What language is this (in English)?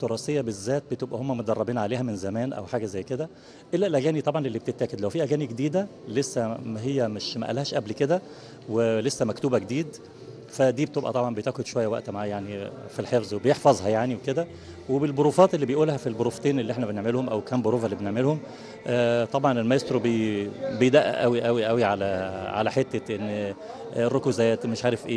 Egyptian Arabic